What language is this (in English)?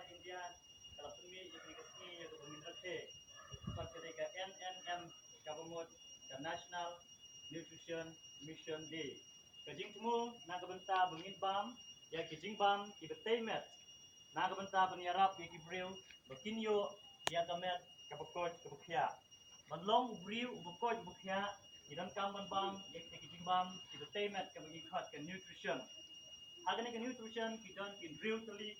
Khasi